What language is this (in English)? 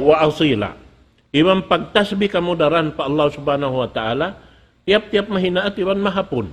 Tausug